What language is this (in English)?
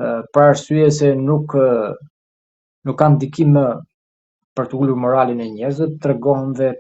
Albanian